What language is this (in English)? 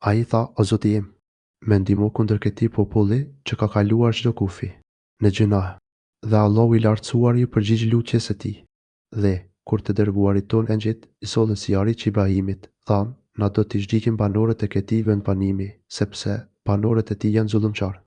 Albanian